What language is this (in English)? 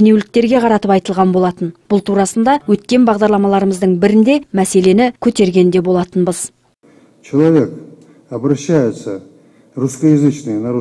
Kazakh